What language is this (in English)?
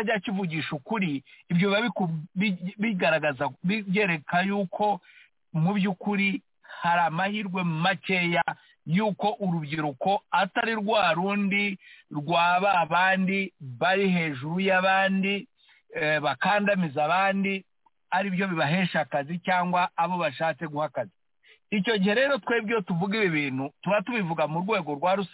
Kinyarwanda